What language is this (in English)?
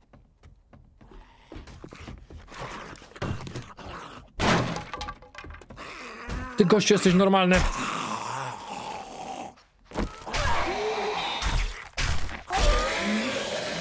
Polish